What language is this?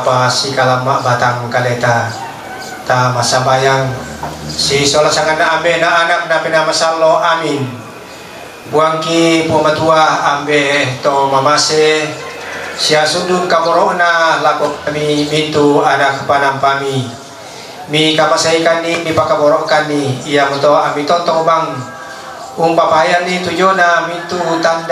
Toraja-Sa'dan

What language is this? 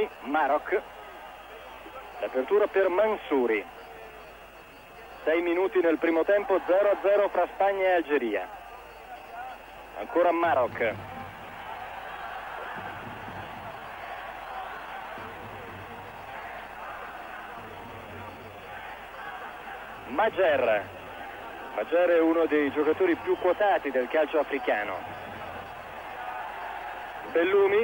Italian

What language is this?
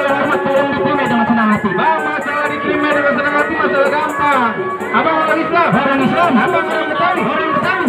Betawi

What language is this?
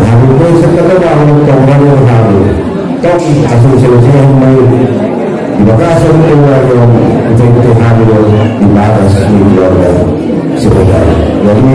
Batak Angkola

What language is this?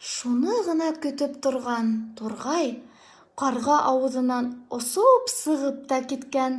Bashkir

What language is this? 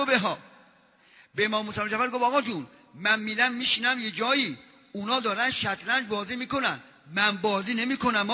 Persian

